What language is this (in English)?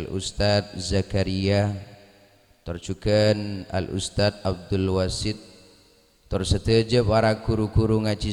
Madurese